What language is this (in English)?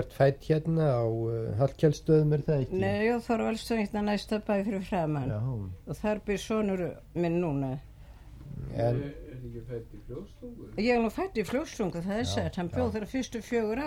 Icelandic